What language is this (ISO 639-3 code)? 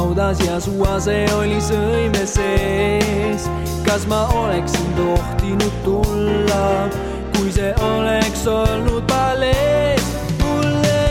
est